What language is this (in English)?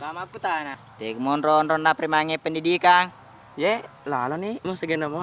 Buginese